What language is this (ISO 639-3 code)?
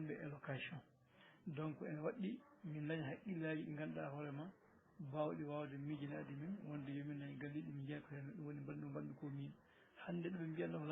ful